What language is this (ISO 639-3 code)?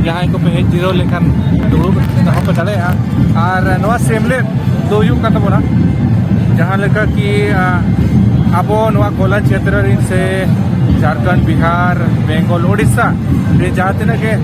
sat